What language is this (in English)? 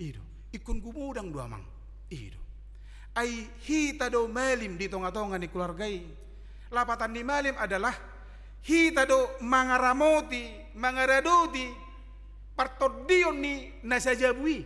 Batak Toba